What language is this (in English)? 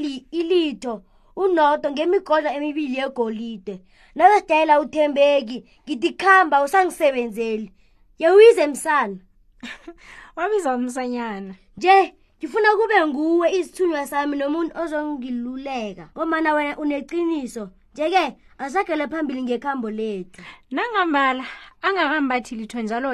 South Ndebele